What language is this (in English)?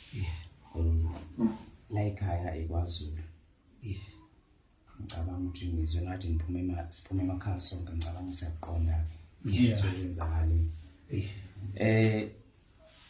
Zulu